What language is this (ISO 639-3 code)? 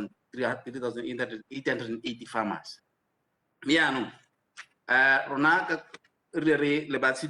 tsn